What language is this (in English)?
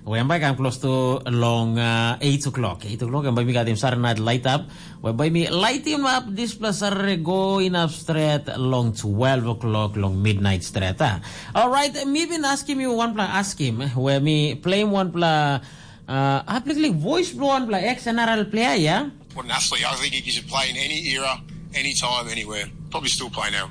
Tok Pisin